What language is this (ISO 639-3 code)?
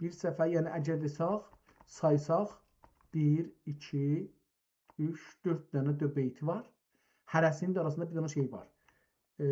azb